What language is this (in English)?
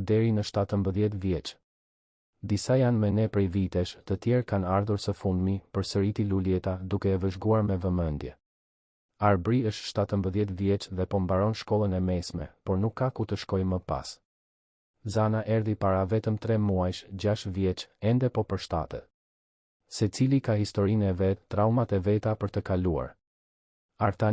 Albanian